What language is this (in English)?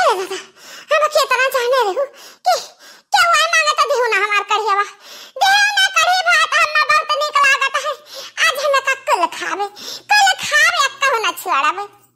Awadhi